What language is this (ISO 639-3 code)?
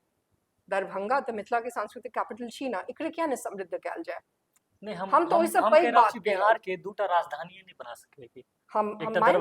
mai